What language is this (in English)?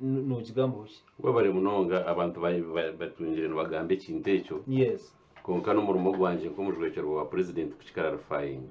Nyankole